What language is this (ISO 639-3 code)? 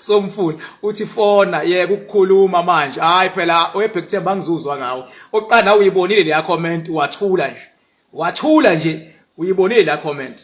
zul